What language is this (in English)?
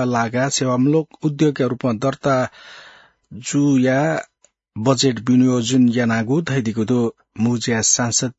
Newari